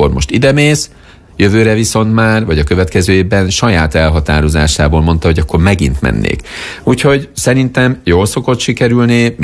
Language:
Hungarian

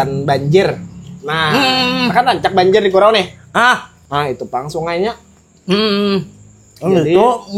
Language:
Banjar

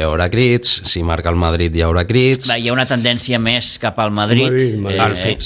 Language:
Catalan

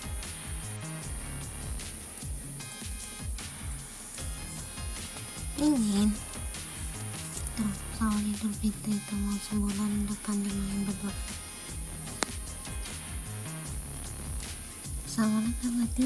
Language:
Indonesian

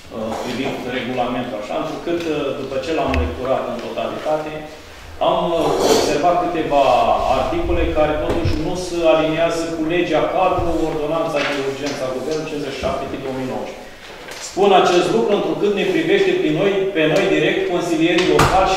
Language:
Romanian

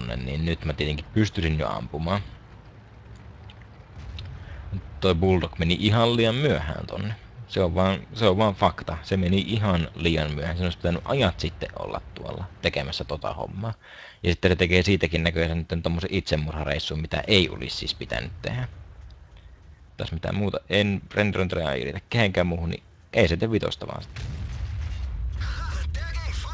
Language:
Finnish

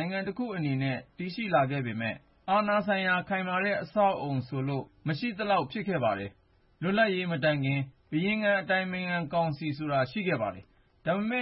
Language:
Burmese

